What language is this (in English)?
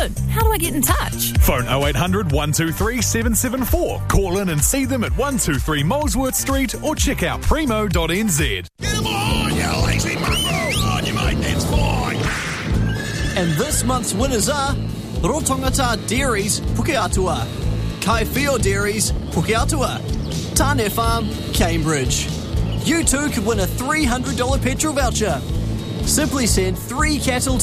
English